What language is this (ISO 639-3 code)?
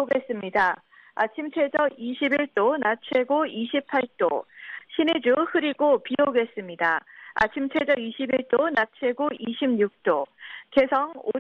kor